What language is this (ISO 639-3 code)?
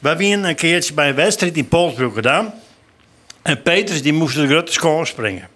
fry